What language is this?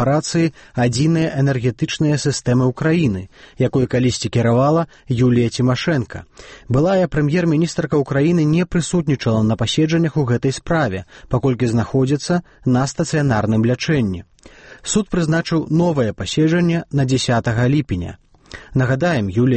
Belarusian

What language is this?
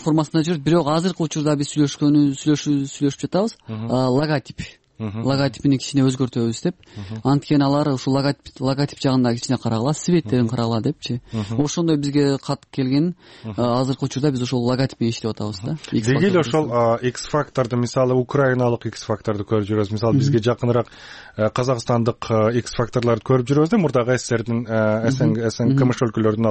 Kyrgyz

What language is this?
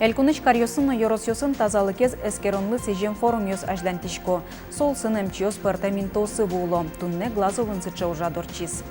Udmurt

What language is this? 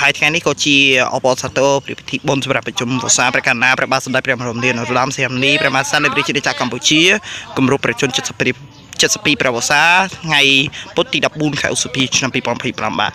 Khmer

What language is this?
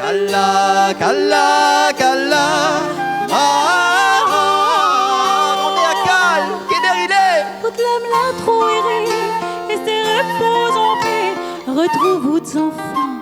Réunion Creole French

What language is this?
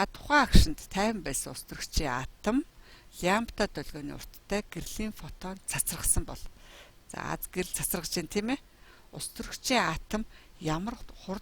Mongolian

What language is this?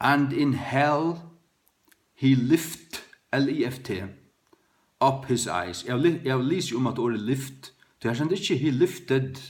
Faroese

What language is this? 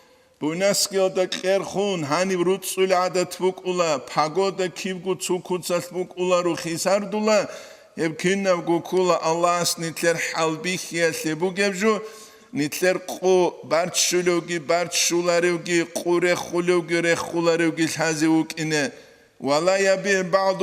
Avaric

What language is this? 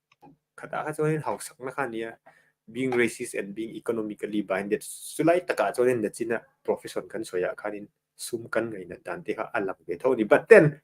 Mizo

